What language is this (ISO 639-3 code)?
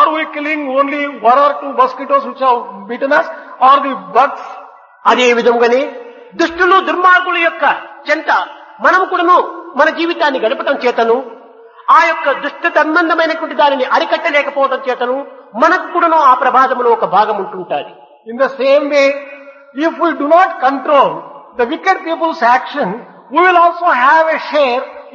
tel